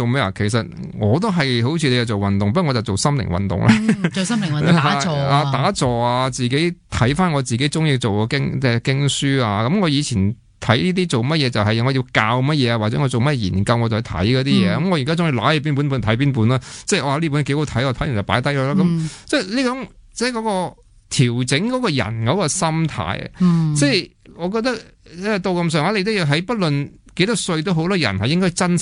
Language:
Cantonese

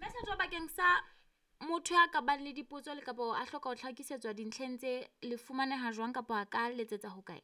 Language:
Southern Sotho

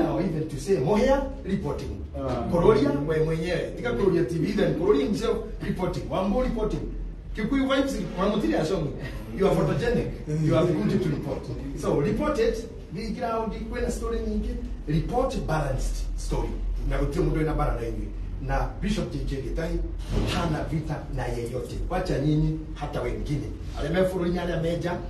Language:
Kikuyu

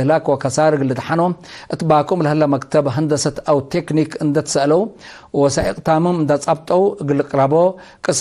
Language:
Tigre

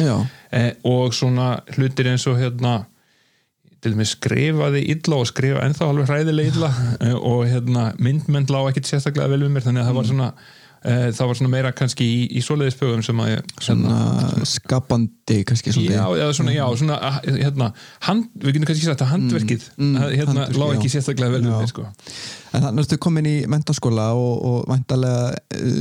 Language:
Icelandic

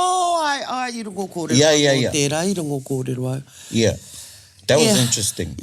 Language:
Māori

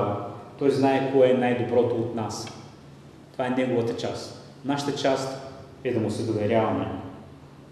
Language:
Bulgarian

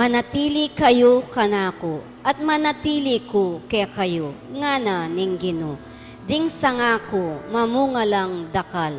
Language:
Pampanga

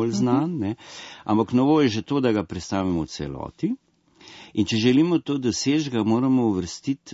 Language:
Slovenian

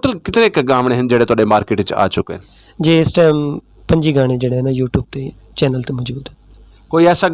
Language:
Saraiki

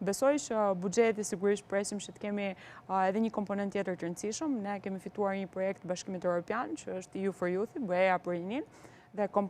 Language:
Albanian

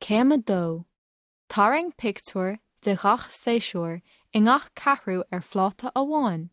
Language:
Irish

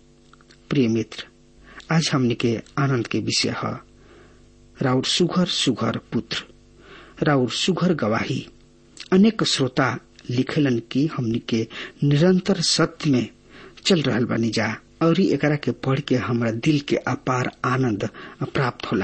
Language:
Bhojpuri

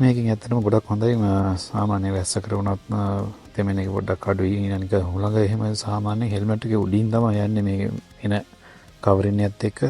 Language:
Sinhala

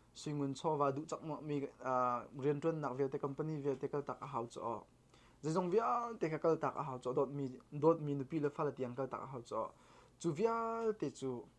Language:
Hakha Chin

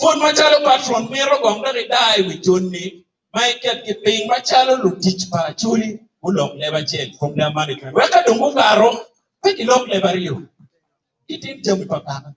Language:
Acoli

